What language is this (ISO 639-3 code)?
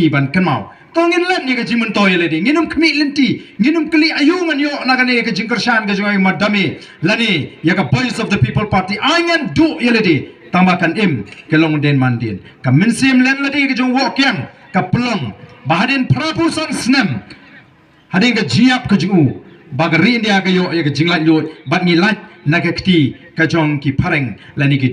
kha